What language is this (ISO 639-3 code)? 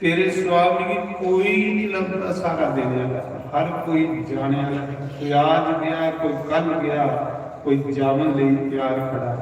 doi